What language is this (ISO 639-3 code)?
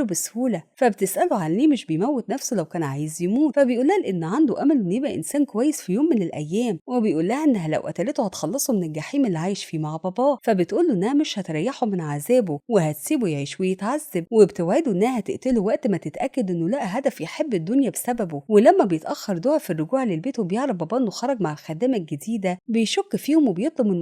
arz